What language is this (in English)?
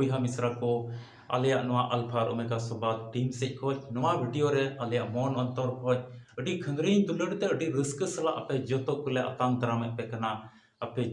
Santali